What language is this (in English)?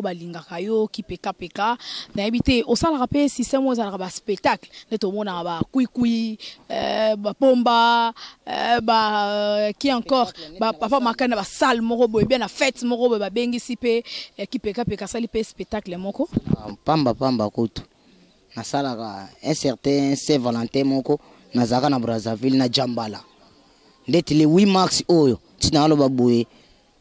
Lingala